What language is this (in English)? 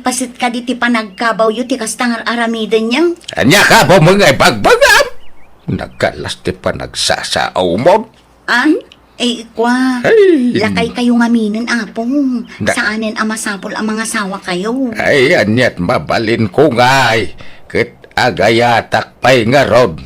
Iloko